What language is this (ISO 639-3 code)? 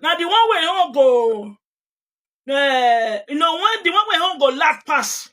pcm